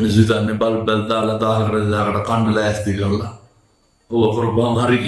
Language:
Sinhala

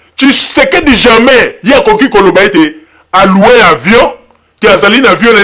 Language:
Lingala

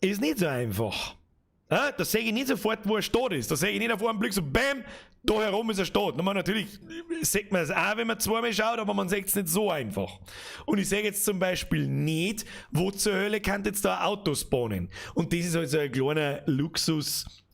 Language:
Bavarian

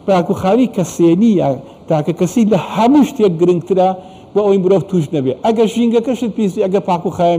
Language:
Central Kurdish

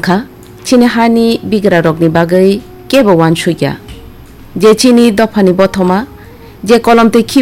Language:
Kok Borok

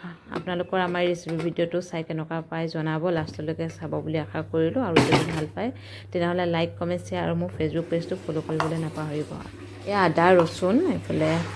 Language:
Assamese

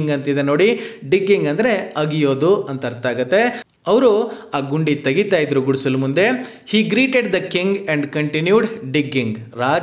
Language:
Kannada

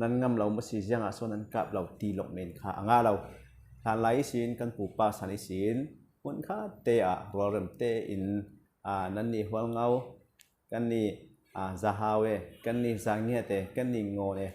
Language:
Falam Chin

